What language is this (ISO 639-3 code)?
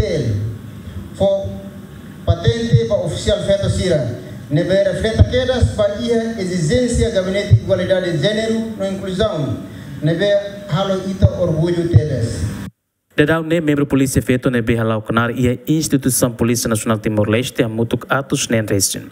tet